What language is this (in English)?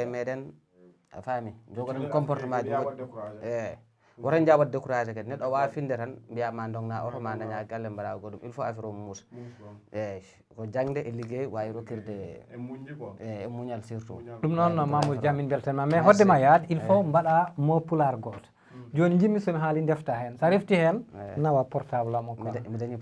Fula